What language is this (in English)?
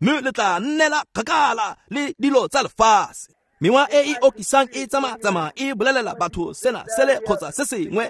Tswana